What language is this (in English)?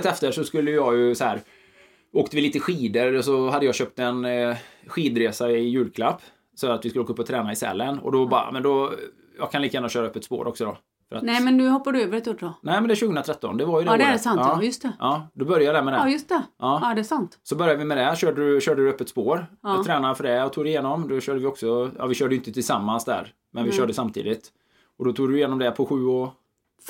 Swedish